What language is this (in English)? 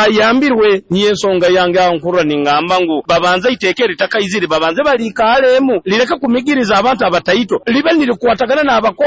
Nyoro